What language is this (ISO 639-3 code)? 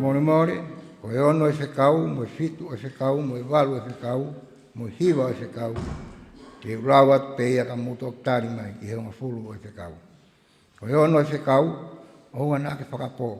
ton